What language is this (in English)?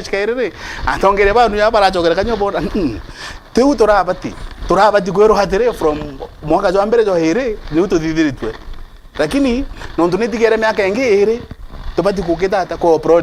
Meru